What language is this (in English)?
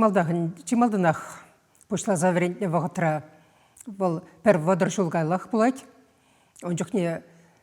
Chuvash